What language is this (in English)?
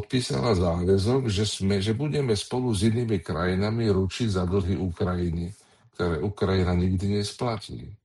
Slovak